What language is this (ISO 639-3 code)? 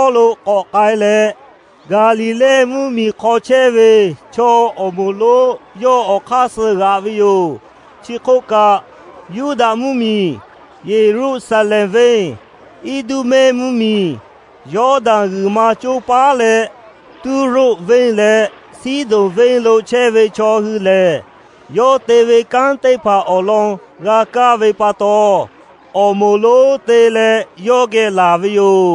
lhu